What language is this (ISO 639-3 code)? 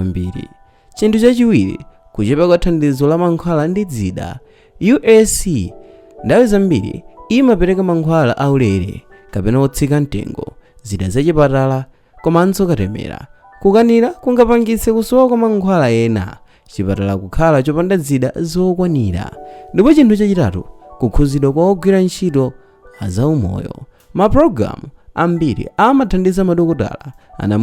nya